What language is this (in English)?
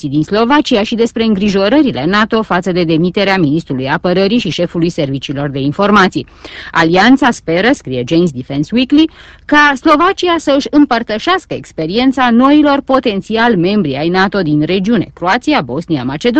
Romanian